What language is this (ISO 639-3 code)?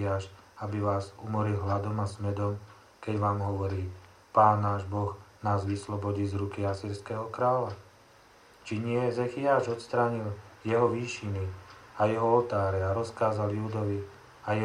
slk